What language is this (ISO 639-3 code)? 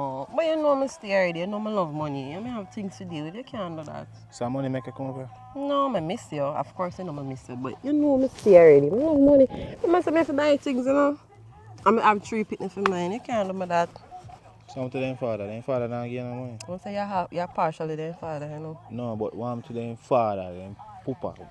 jam